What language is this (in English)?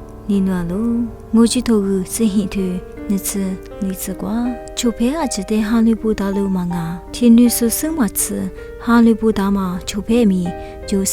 Lisu